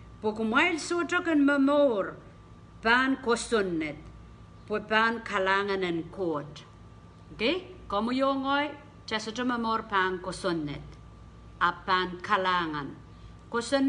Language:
Pohnpeian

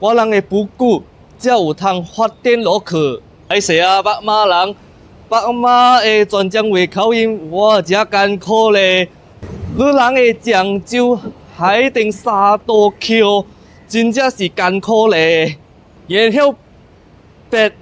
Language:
Min Nan Chinese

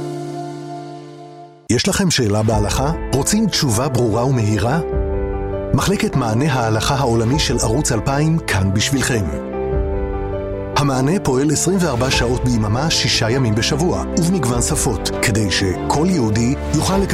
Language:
Hebrew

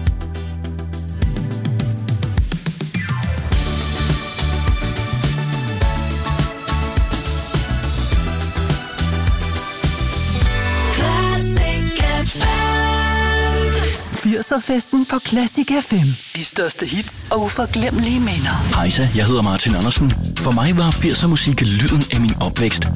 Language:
Danish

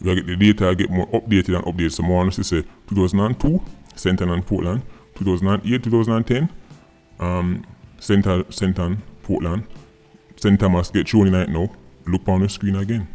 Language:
Jamaican Creole English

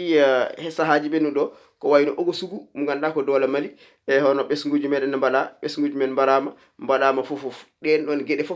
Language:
Fula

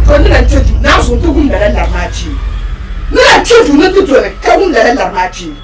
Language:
Dagbani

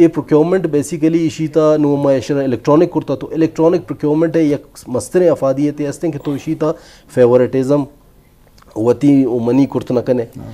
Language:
Eastern Balochi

